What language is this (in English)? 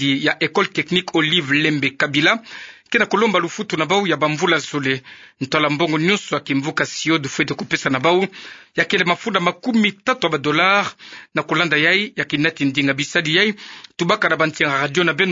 Kituba (Democratic Republic of Congo)